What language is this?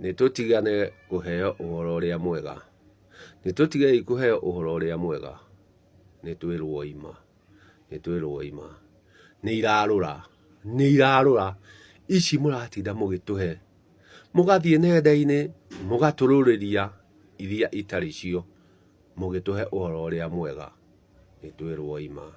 Kikuyu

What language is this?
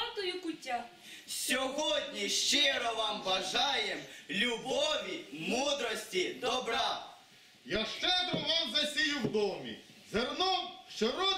Ukrainian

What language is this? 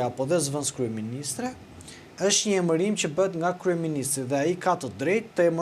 Albanian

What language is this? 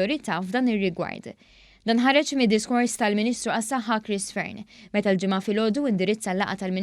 Maltese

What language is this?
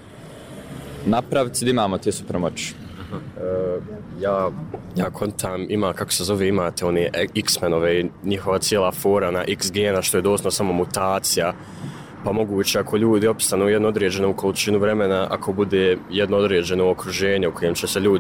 Bosnian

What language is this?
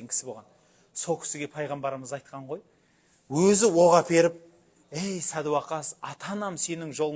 Kazakh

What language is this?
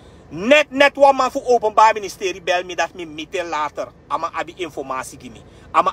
Sranan Tongo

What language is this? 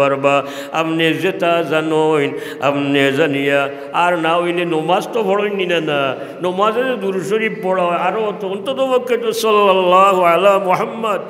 Sylheti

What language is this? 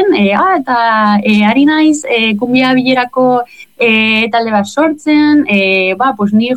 Basque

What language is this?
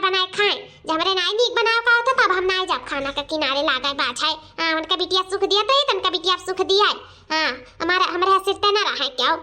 Awadhi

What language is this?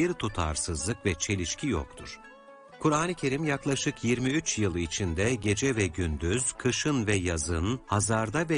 Turkish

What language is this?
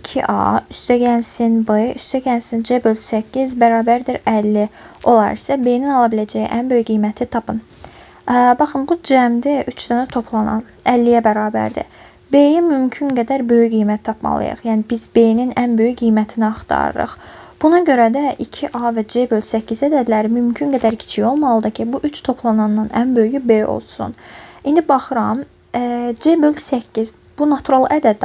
Azerbaijani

